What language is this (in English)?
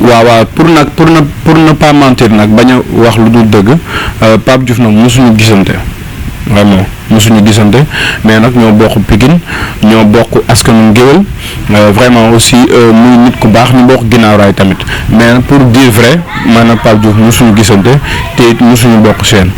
Wolof